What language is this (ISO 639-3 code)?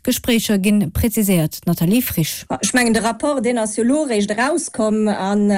ltz